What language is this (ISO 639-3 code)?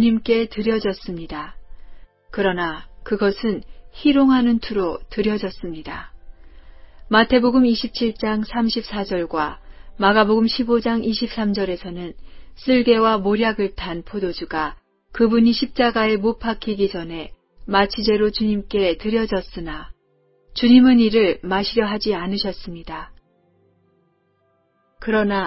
kor